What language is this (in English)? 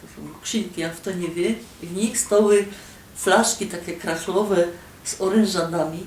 Silesian